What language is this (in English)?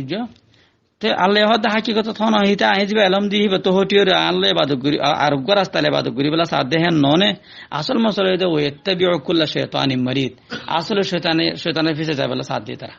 Rohingya